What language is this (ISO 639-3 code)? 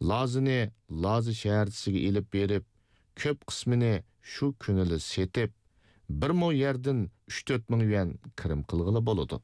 uig